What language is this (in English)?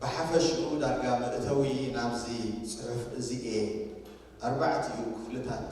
Tigrinya